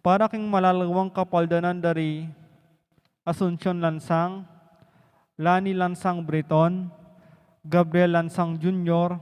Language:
Pampanga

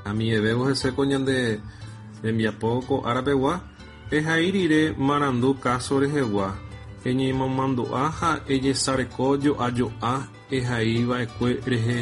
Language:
Guarani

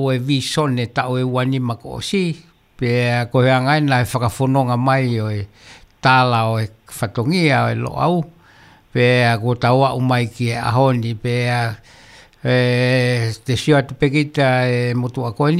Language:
Tongan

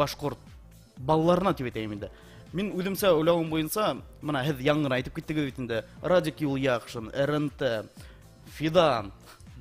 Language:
Bashkir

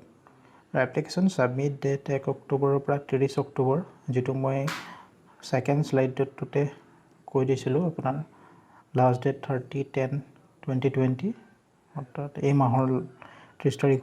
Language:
Assamese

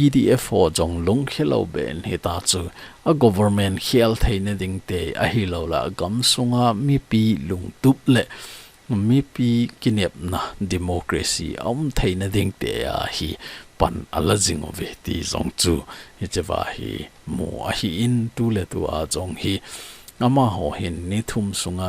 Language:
Thado Chin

